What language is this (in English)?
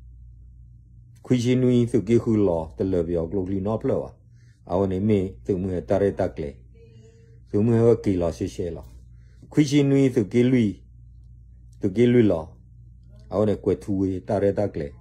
S'gaw Karen